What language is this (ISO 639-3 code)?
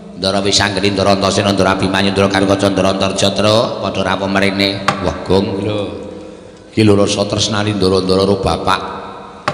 jav